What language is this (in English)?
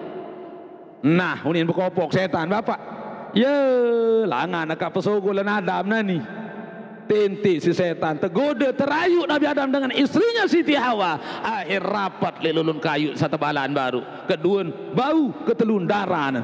Sasak